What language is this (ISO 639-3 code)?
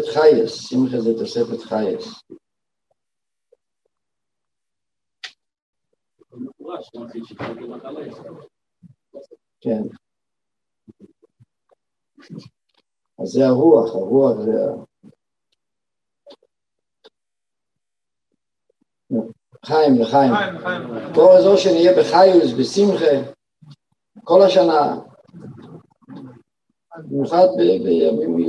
heb